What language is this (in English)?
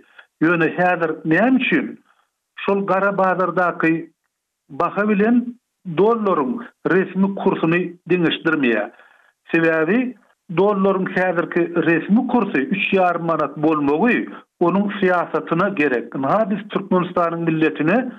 Turkmen